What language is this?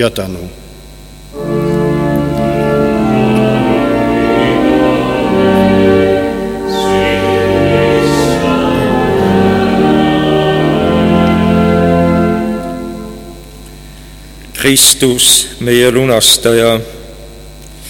Estonian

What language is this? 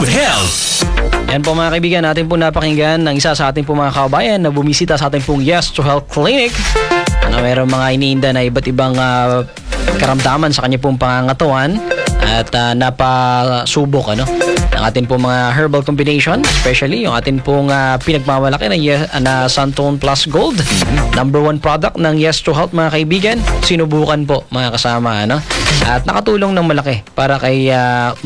Filipino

